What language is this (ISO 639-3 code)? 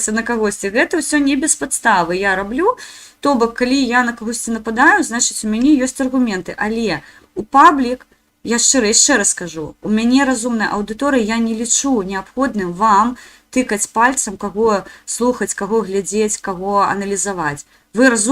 bel